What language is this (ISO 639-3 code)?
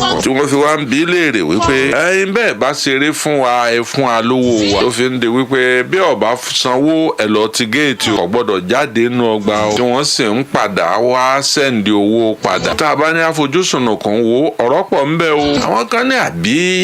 yor